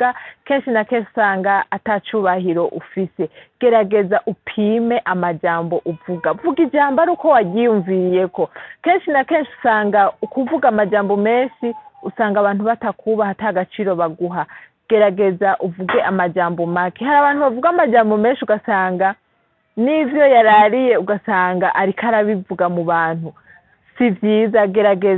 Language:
Rundi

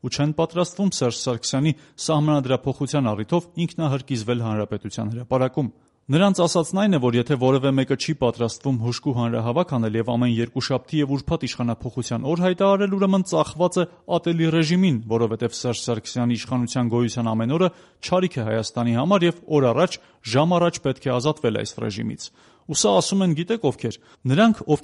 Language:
Armenian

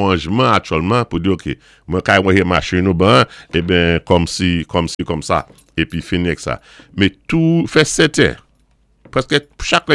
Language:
Saint Lucian Creole French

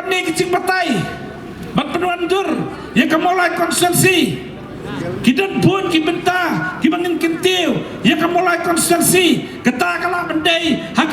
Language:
Khasi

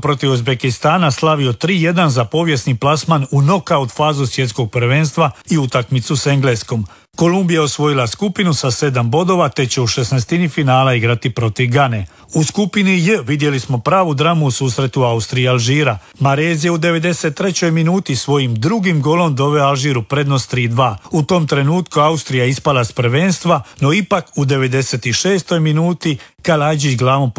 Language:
Croatian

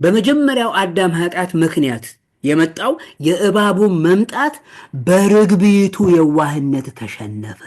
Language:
Amharic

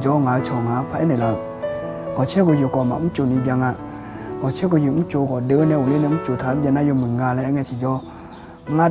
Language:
Akha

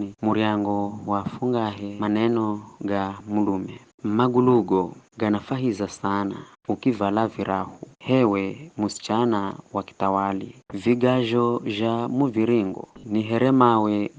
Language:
Giryama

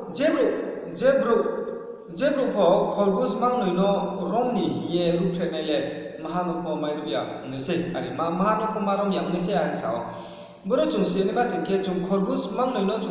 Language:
Riang (India)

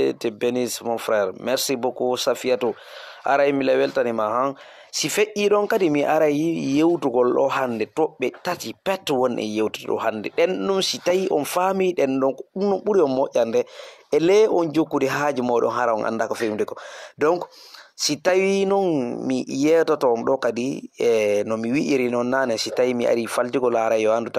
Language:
Fula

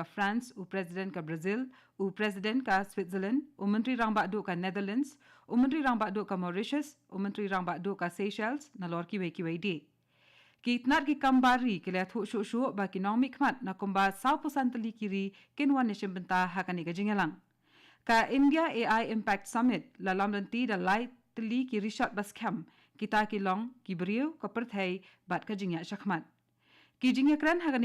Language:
Khasi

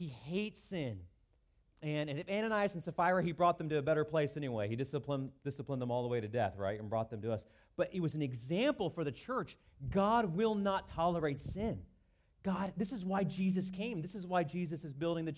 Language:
English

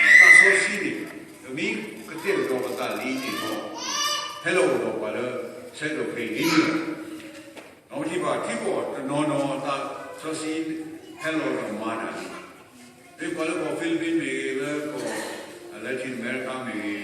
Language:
S'gaw Karen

